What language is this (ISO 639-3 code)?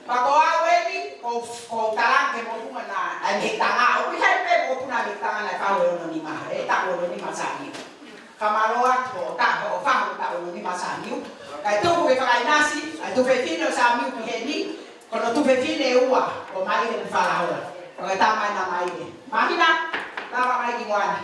ton